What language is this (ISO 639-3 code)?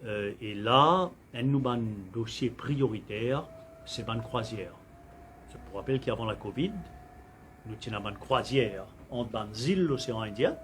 mfe